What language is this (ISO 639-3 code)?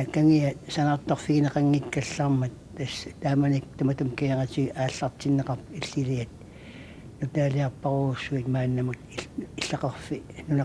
kal